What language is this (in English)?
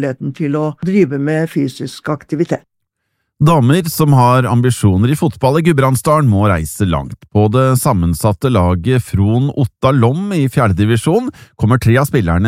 Norwegian